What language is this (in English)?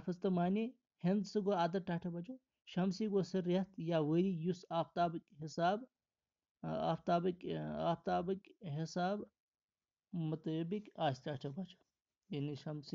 Kashmiri